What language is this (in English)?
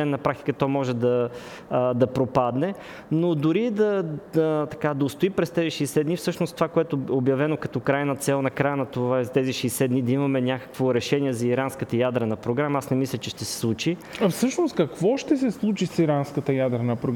Bulgarian